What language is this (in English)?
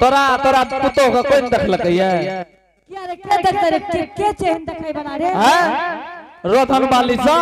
Angika